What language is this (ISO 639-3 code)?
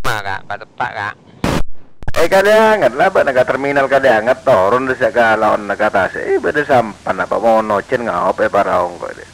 mad